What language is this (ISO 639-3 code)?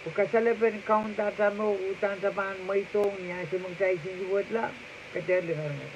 pon